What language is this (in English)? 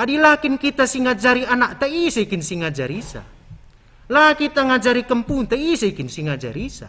Batak Karo